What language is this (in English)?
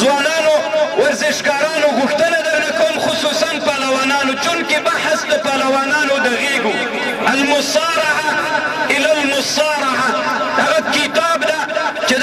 Pashto